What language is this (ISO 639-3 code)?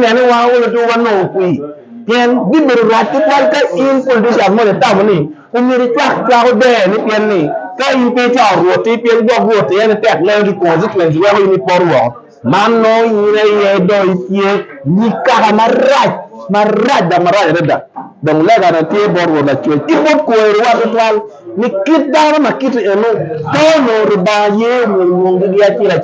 ach